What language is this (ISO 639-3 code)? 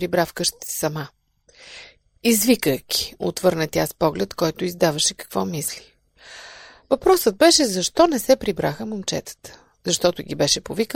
bul